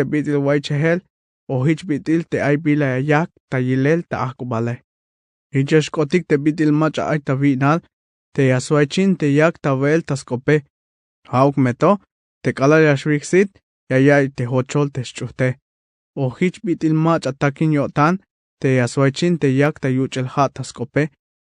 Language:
Tzeltal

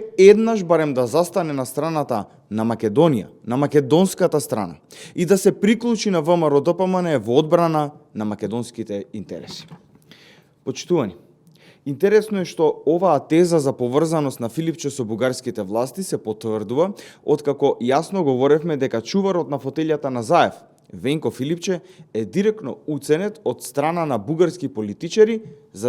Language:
Macedonian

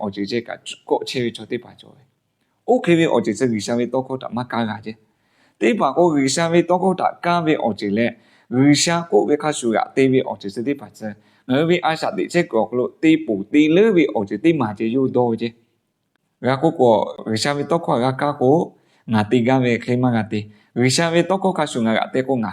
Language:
Lahu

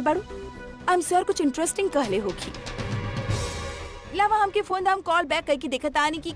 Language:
Bhojpuri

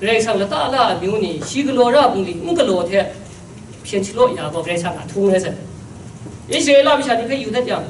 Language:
Kachin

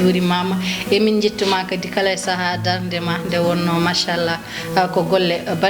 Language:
Fula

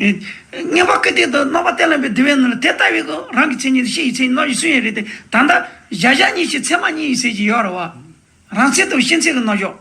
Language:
Tibetan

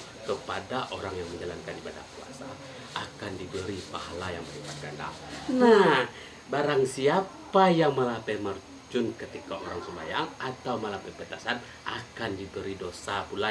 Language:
Minangkabau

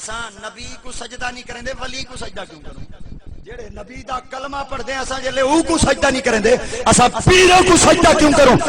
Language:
Saraiki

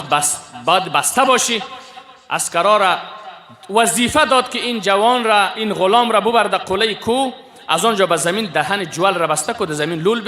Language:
Persian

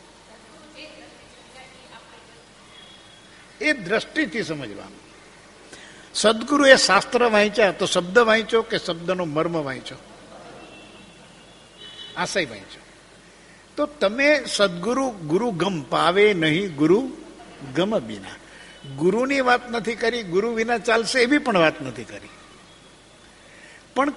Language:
Gujarati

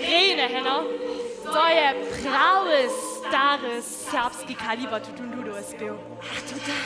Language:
Upper Sorbian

